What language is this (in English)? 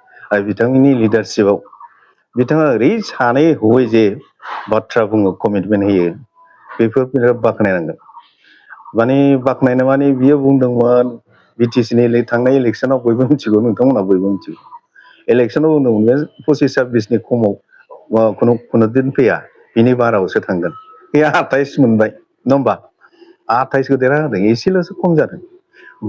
Bodo